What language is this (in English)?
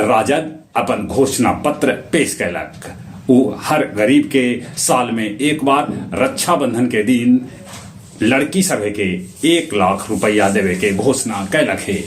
Magahi